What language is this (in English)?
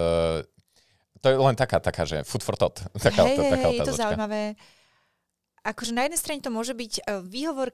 Slovak